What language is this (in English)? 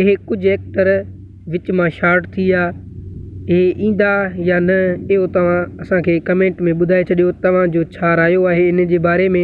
Sindhi